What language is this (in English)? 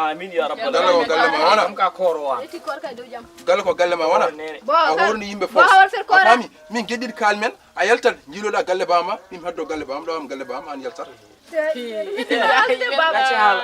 Fula